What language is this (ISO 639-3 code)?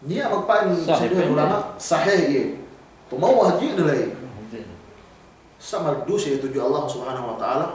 yka